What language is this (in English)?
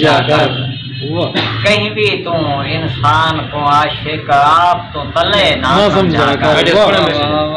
Saraiki